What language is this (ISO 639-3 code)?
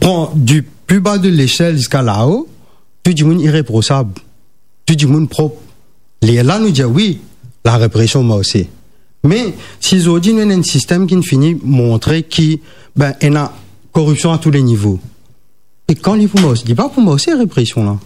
mfe